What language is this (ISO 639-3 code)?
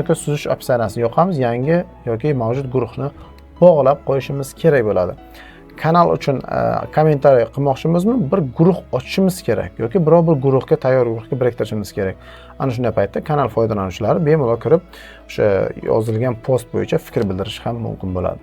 uzb